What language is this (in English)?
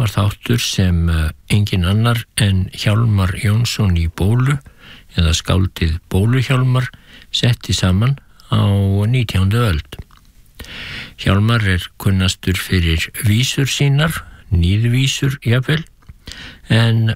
Icelandic